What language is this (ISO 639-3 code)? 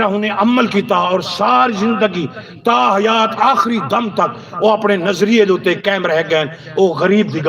skr